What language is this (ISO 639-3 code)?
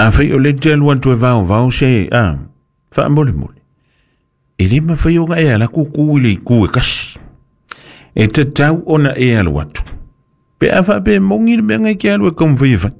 smo